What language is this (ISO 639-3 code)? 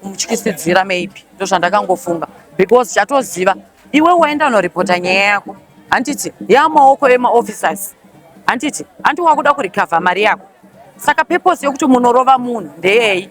sna